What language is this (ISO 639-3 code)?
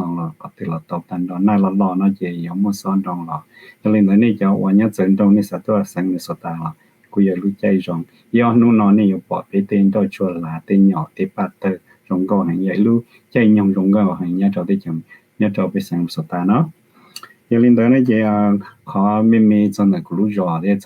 hmn